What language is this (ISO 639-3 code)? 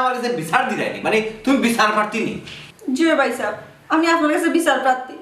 syl